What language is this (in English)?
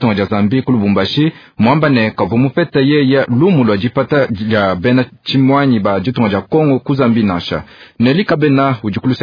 Luba-Lulua